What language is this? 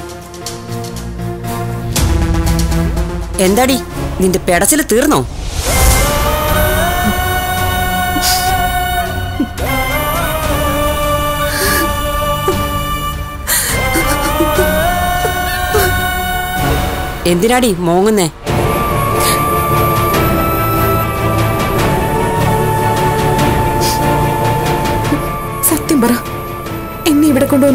Malayalam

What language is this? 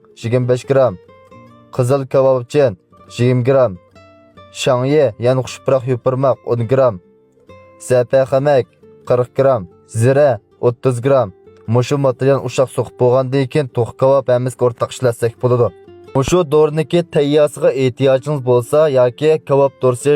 Uyghur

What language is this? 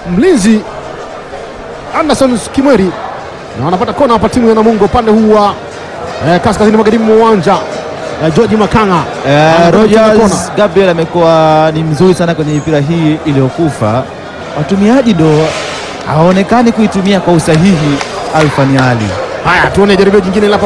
Swahili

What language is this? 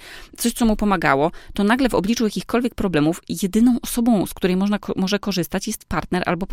Polish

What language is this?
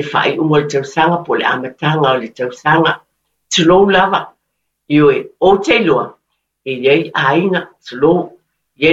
Samoan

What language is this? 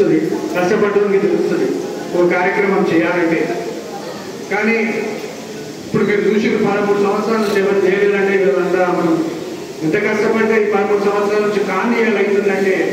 Telugu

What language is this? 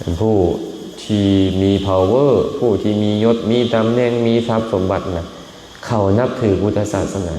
Lao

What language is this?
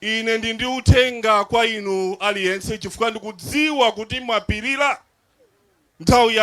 Nyanja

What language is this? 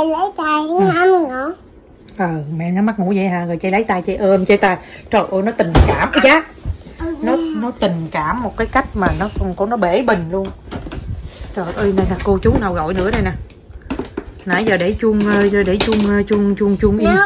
Vietnamese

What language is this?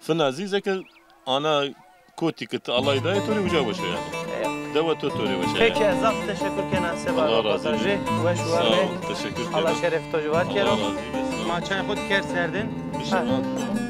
Zaza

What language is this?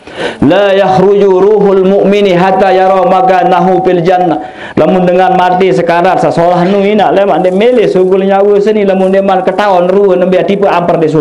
Sasak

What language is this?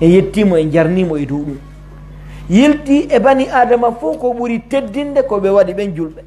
Pular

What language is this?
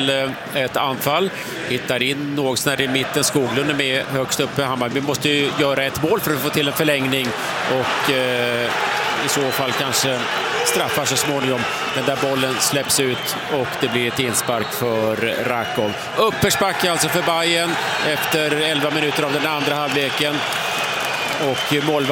Swedish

